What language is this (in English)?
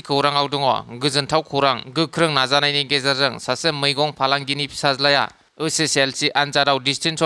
Bodo